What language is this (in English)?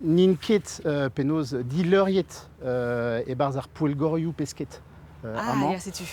Breton